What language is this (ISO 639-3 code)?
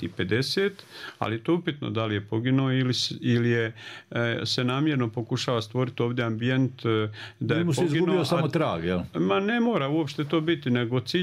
bos